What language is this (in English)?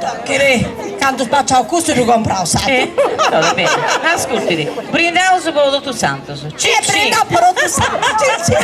Sardinian